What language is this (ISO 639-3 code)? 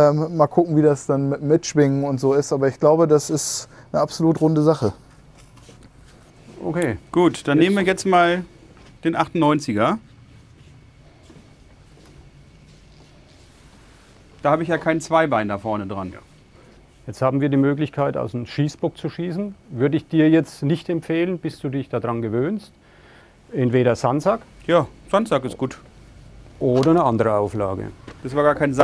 deu